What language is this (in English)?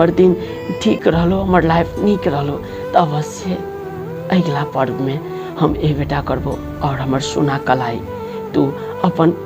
Maithili